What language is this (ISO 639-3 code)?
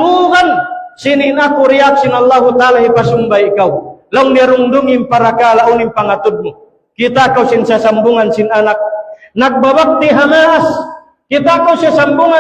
tsg